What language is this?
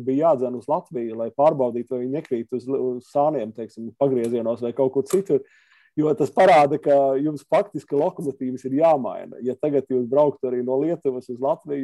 Latvian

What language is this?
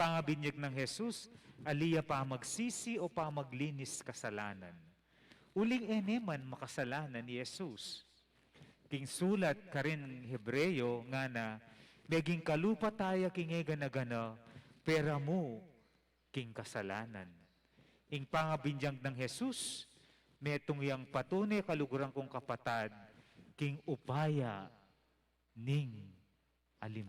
Pampanga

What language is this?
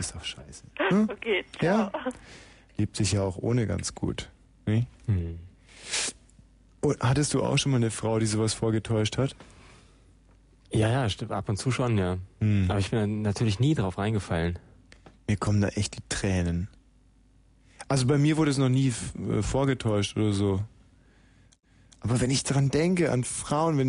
German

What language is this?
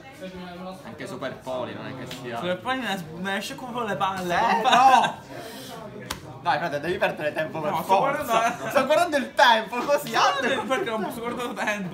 Italian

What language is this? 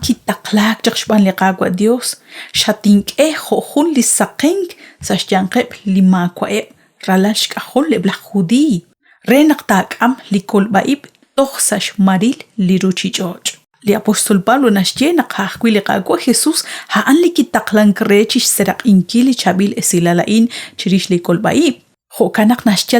Kekchí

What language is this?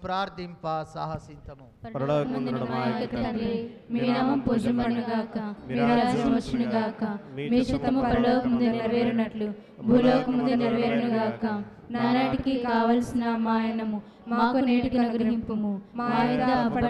Telugu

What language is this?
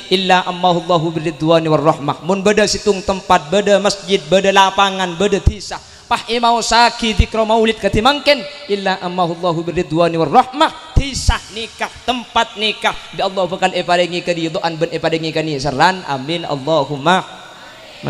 Madurese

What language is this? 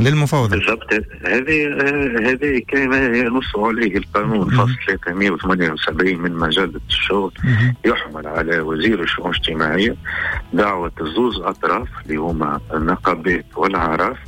Tunisian Arabic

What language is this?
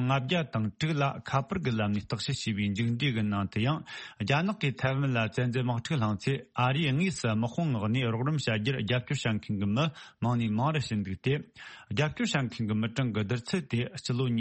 Tibetan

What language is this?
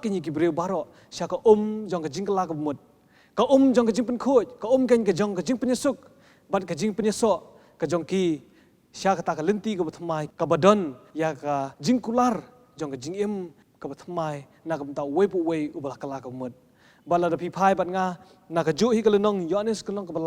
Khasi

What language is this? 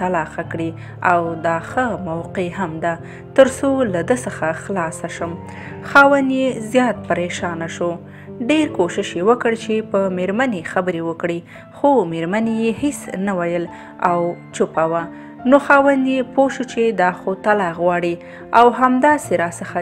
Pashto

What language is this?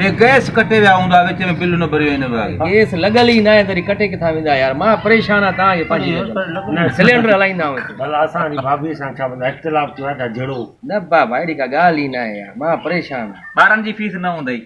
Sindhi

